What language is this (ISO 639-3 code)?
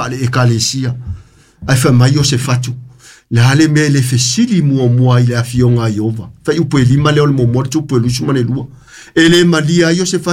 smo